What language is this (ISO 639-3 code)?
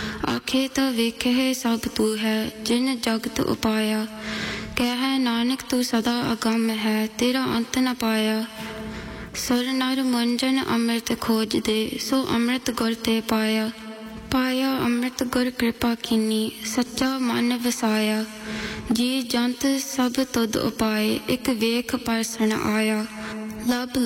pan